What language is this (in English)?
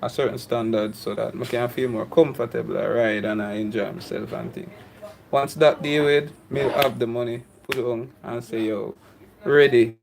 Jamaican Creole English